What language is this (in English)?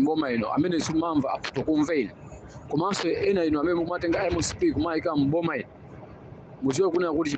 Nyanja